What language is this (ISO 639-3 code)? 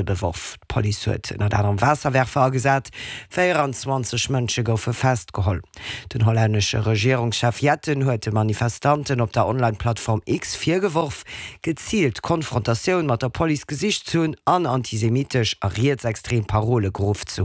ltz